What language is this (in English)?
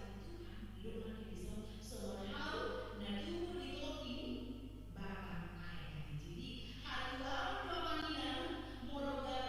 Batak Toba